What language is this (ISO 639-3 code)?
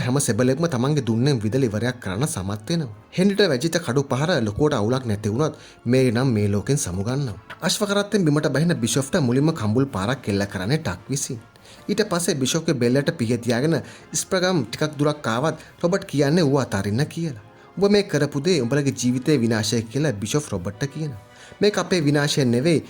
sin